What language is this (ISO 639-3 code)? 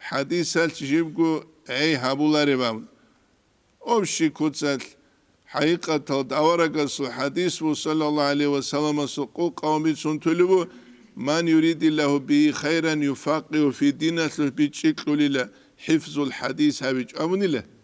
ava